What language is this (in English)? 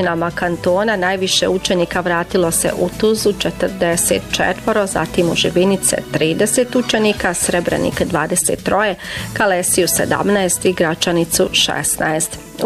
Bosnian